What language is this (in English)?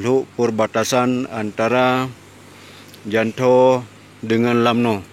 Achinese